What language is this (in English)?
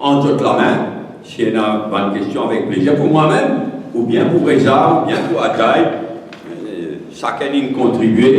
Morisyen